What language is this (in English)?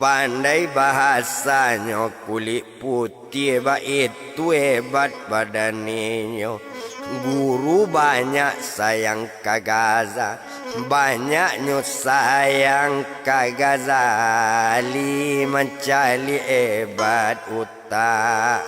Minangkabau